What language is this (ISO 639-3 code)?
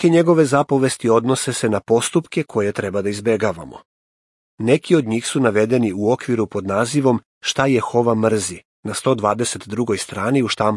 srp